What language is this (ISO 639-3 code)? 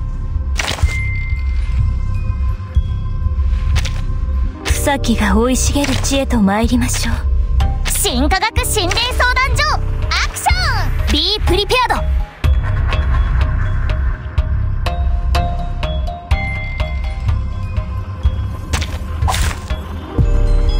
jpn